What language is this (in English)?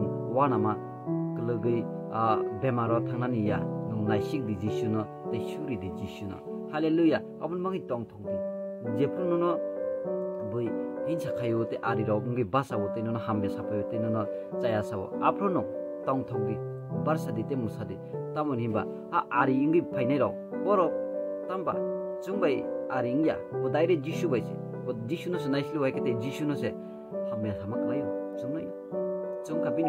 Kok Borok